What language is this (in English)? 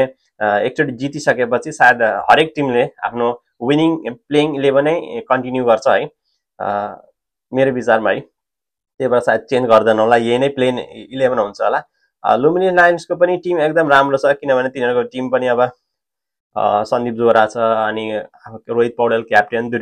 Nepali